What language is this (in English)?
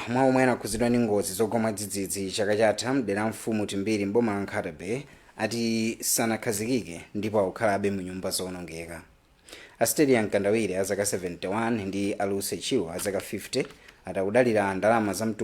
Nyanja